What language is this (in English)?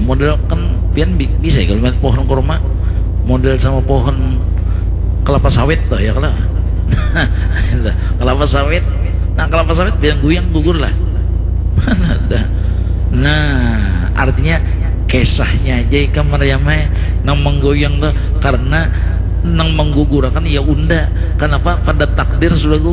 Banjar